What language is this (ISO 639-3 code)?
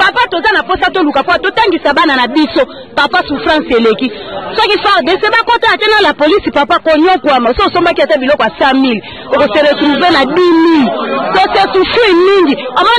lin